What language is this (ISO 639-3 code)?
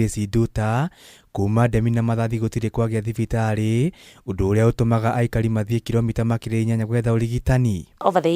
kik